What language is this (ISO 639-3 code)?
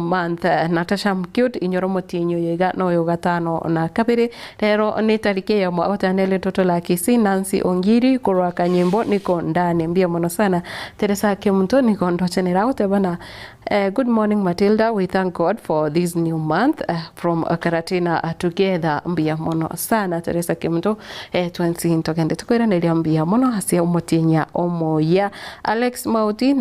guz